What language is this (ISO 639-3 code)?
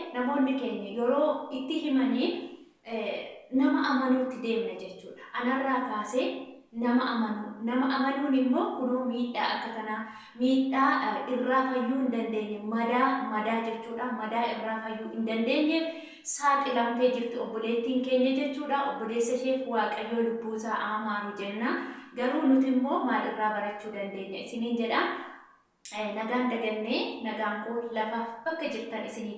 orm